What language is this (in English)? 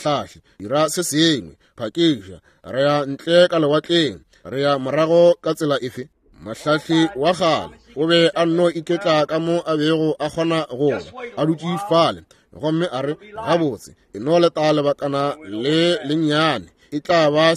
Northern Sotho